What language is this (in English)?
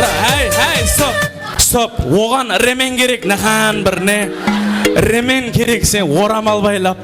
Kara-Kalpak